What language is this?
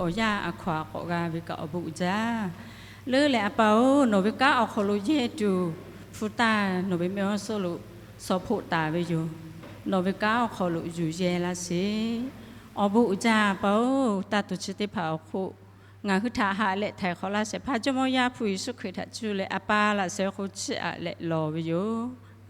Lahu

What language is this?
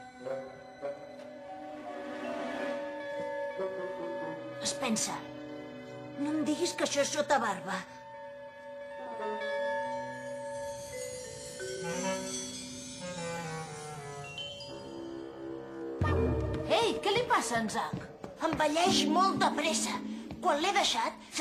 Catalan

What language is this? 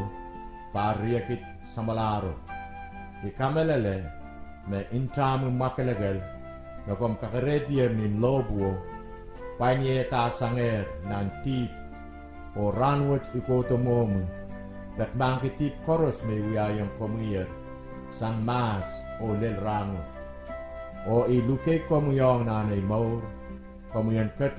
Pohnpeian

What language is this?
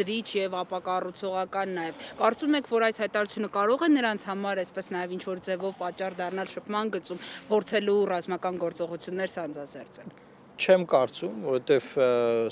Armenian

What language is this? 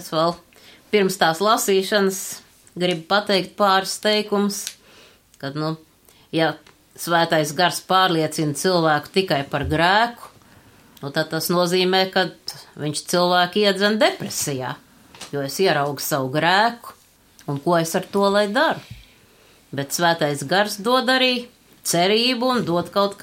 Latvian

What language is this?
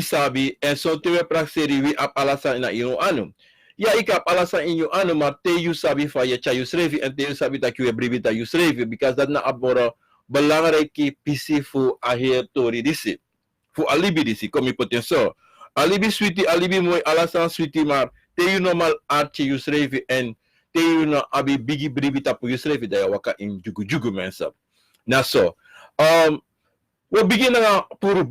Sranan Tongo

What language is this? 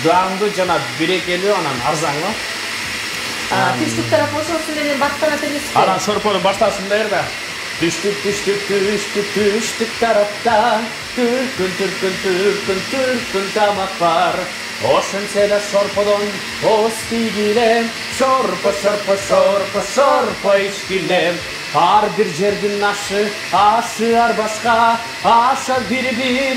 Kyrgyz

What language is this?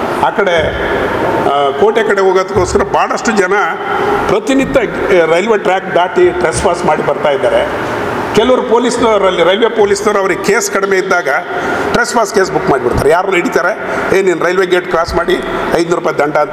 Kannada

